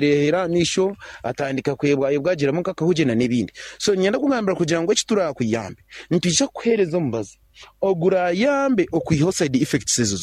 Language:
Nyankole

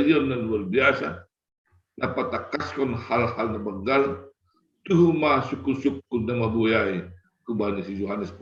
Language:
Batak Simalungun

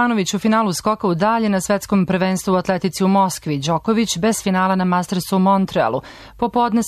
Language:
Serbian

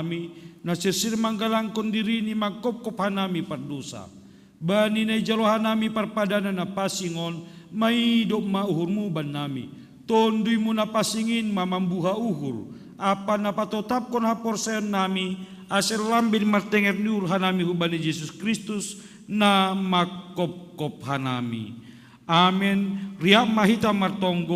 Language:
Batak Simalungun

